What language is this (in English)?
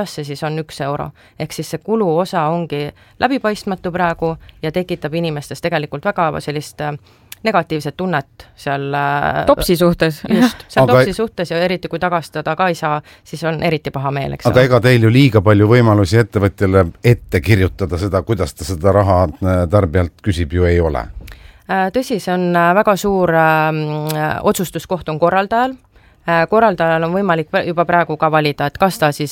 Estonian